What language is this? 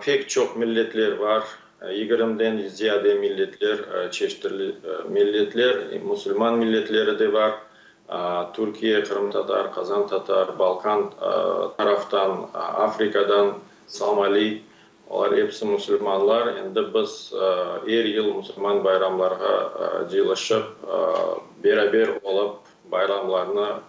Crimean Tatar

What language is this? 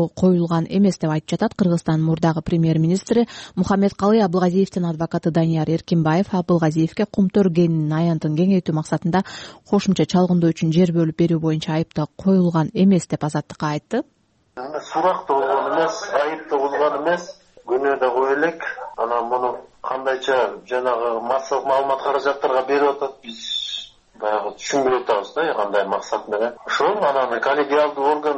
Kyrgyz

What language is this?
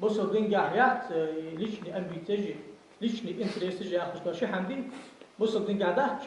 Ingush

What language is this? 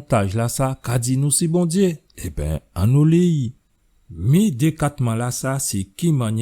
Guadeloupean Creole French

